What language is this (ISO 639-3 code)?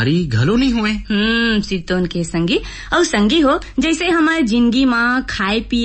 hne